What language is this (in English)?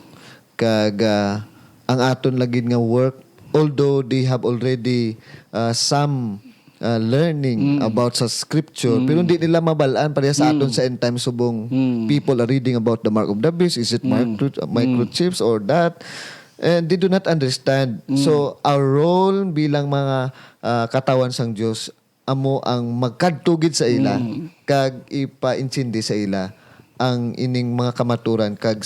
Hiligaynon